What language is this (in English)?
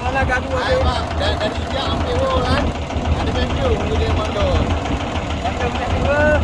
Achinese